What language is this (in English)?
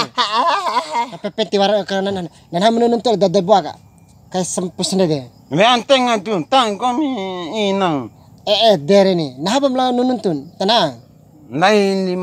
Bima